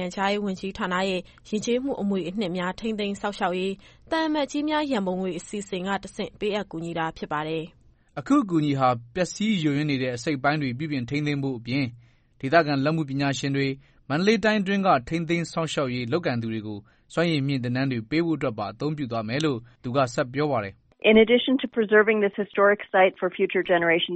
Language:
Burmese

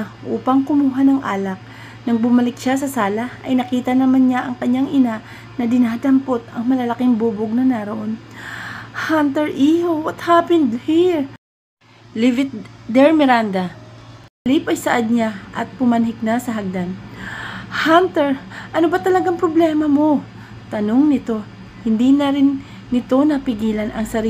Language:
Filipino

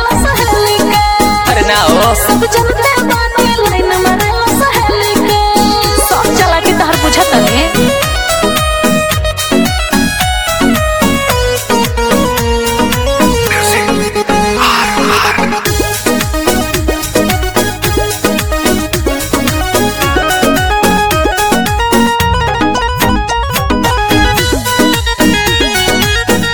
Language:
Bhojpuri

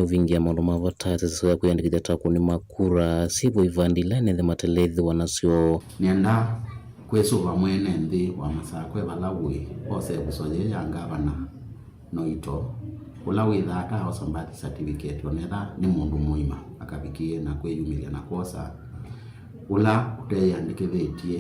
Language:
Kamba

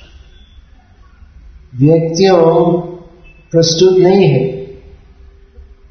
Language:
Hindi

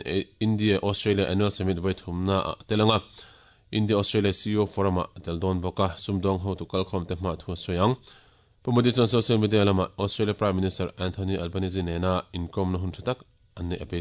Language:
Mizo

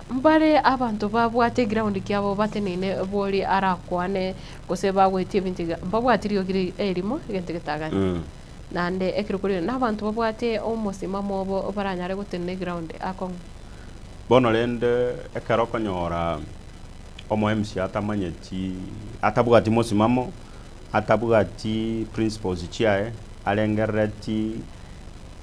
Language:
Gusii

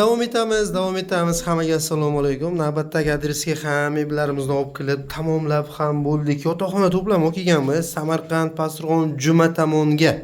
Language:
Uzbek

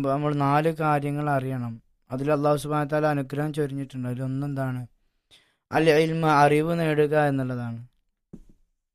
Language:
Malayalam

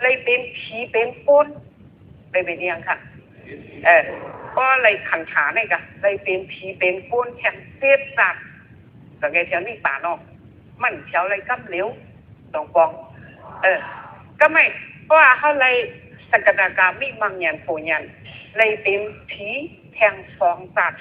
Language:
Shan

